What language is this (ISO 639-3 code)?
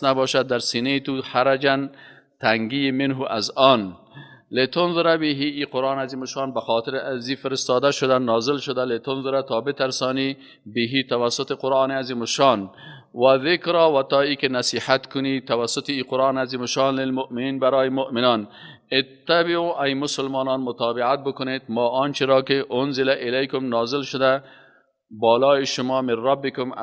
fas